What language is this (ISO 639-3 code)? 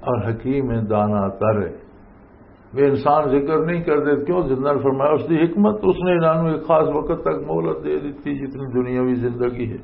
lah